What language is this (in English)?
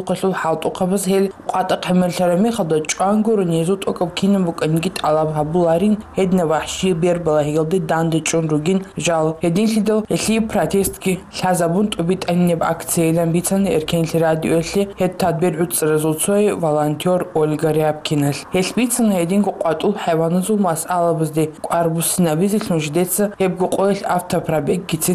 Avaric